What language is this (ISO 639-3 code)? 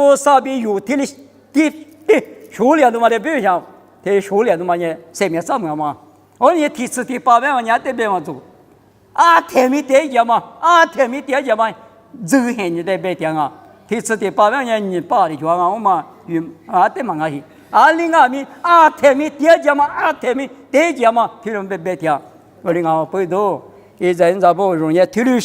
lis